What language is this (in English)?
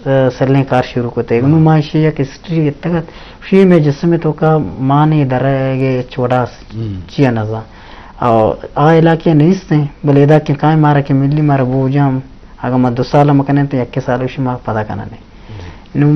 Eastern Balochi